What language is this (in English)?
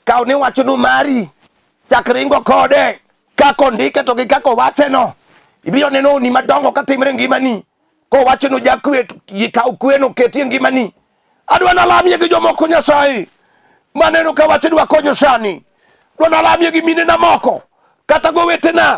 Luo (Kenya and Tanzania)